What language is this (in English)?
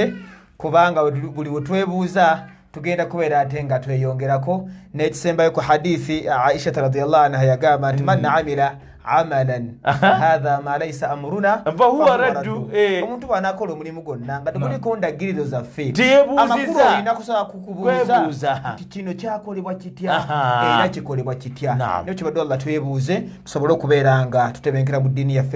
Ganda